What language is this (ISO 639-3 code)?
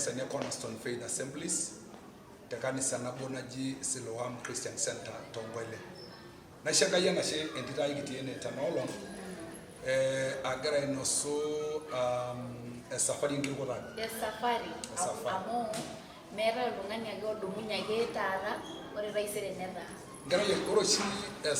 mas